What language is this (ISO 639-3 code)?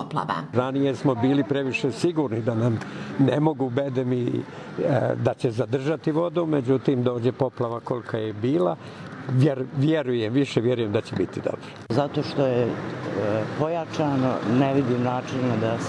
hrv